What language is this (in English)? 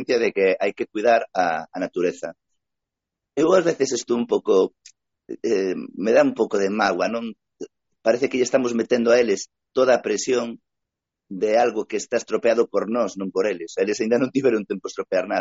Galician